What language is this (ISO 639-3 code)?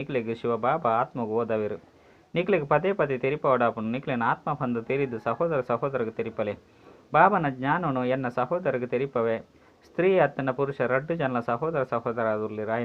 tcy